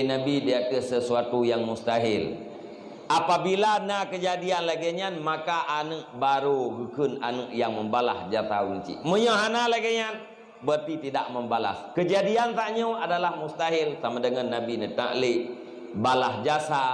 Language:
Achinese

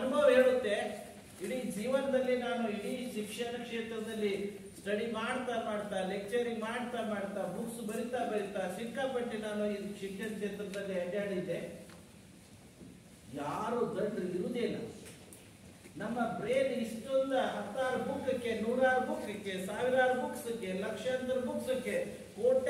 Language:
Kannada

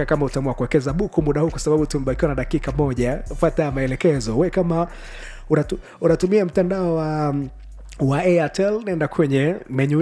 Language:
Swahili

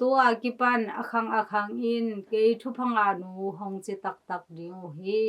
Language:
Tedim Chin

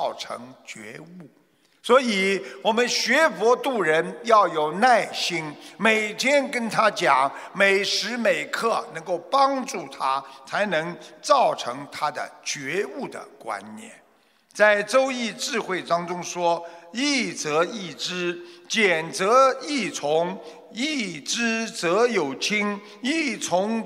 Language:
Chinese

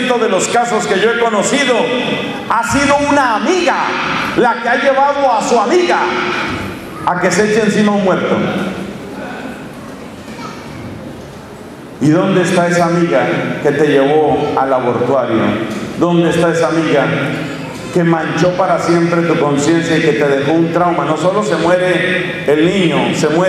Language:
Spanish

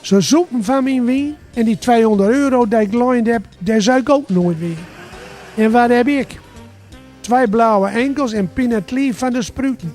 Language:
Gronings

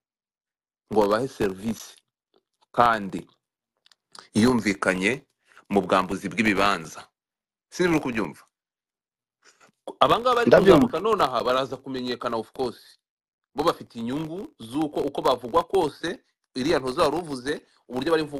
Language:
Kinyarwanda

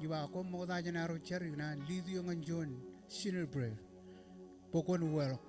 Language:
Marshallese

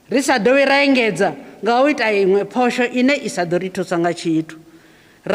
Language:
Venda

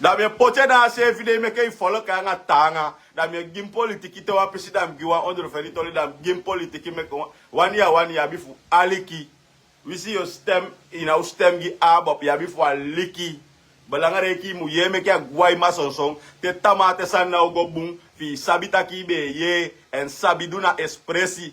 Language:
Sranan Tongo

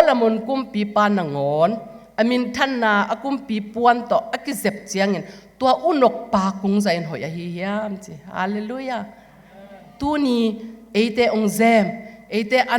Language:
Tedim Chin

